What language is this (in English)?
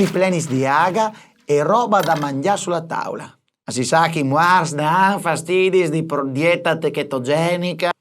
Friulian